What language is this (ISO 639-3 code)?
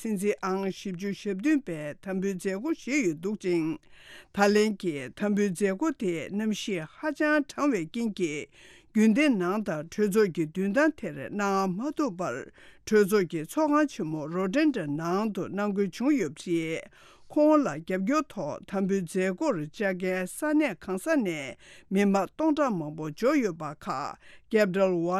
bod